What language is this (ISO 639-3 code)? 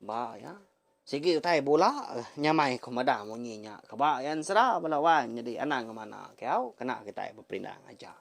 iba